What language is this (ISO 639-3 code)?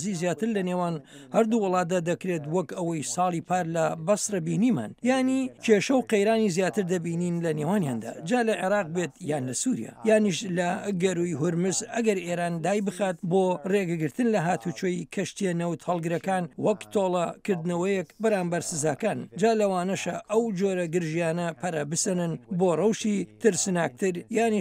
ckb